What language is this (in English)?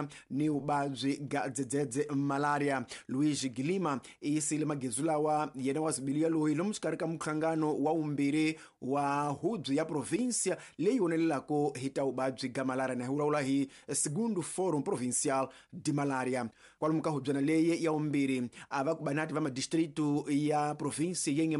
Tsonga